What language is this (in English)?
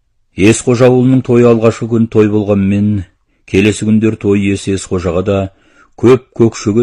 Kazakh